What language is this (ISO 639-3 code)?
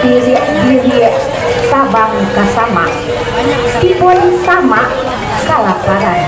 min